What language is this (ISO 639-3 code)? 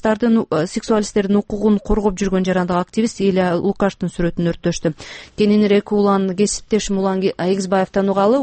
kir